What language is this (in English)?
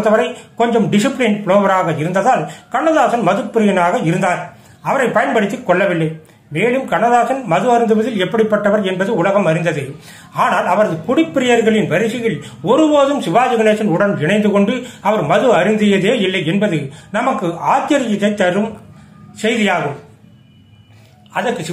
Tamil